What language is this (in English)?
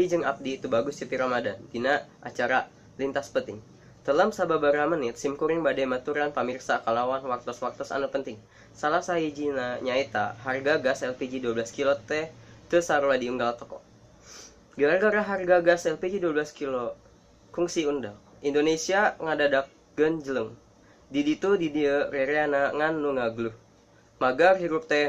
Sundanese